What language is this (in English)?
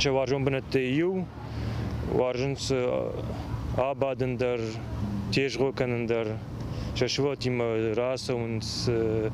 Ossetic